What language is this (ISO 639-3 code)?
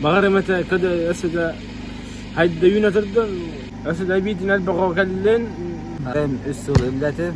sah